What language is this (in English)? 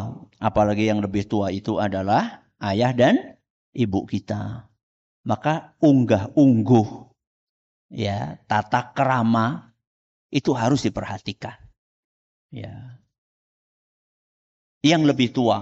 Indonesian